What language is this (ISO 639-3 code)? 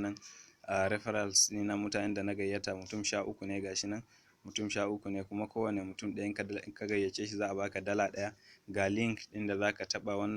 hau